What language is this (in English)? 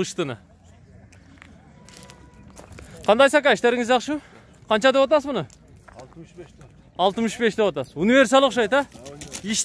Kyrgyz